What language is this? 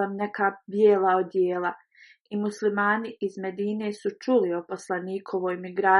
Bosnian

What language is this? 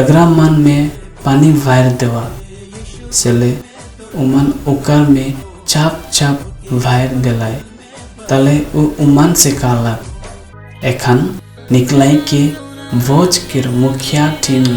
Sadri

